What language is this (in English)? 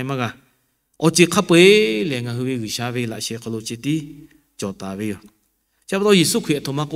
Lahu